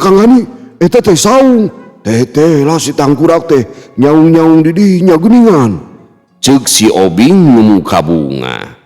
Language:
Sundanese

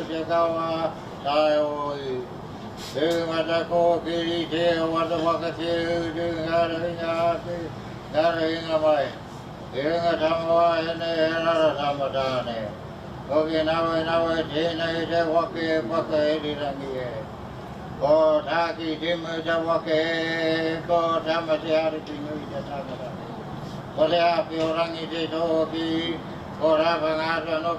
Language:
Māori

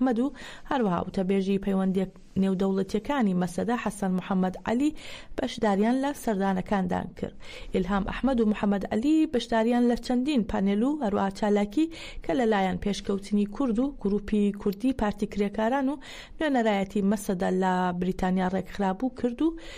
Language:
Central Kurdish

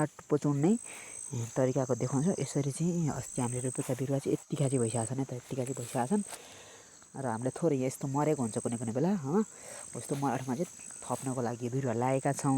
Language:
Nepali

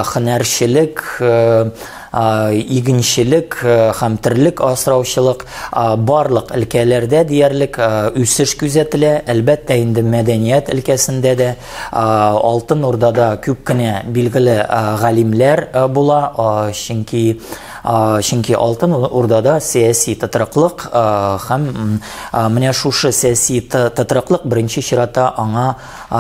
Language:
Tatar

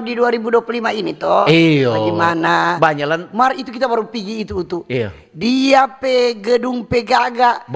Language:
Manado Malay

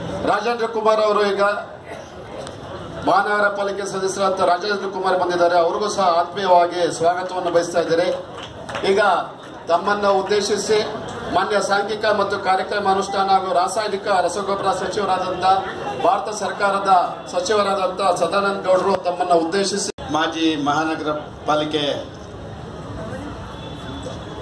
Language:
Kannada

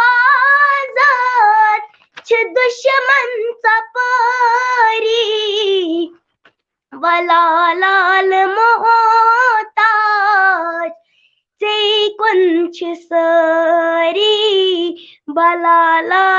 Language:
Kashmiri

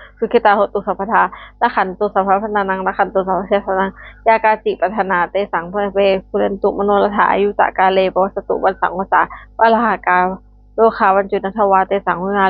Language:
Pali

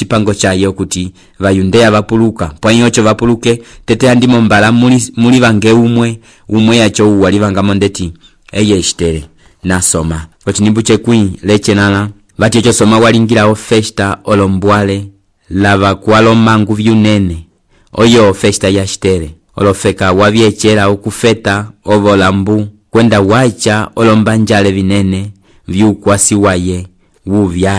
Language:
Umbundu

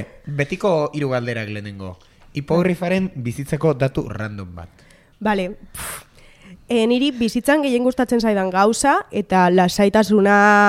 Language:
Basque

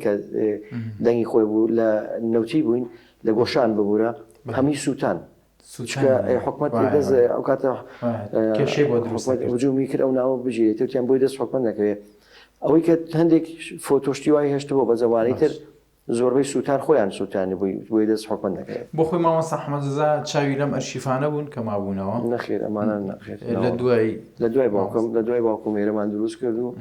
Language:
Central Kurdish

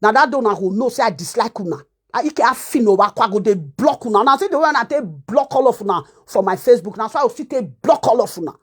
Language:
Nigerian Pidgin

